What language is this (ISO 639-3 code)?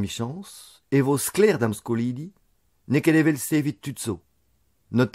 bre